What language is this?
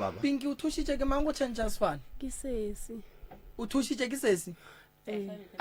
Northern Sotho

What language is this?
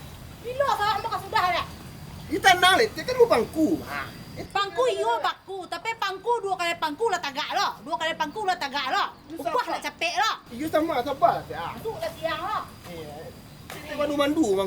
Minangkabau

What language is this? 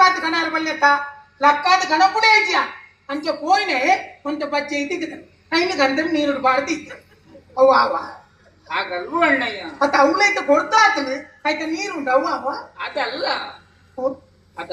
Tulu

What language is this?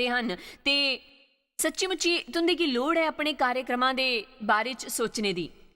Dogri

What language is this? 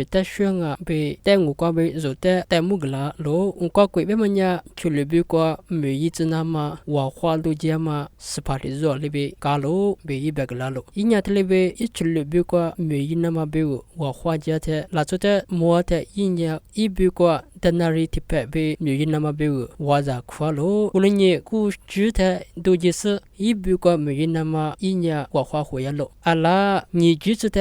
Lisu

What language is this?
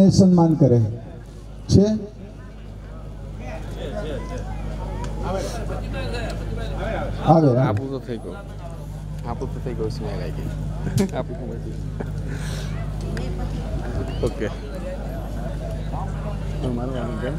Gujarati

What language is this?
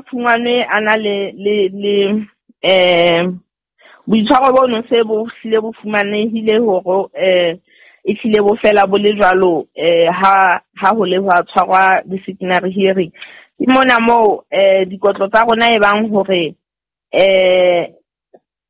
Southern Sotho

